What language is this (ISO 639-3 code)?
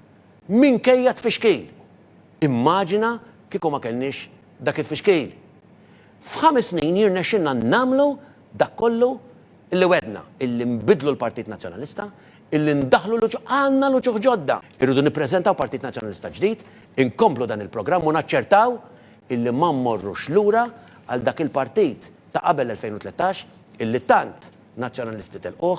mlt